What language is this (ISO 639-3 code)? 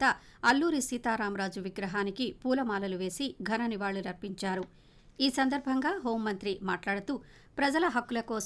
tel